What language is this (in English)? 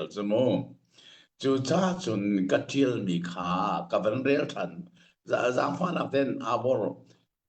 Hakha Chin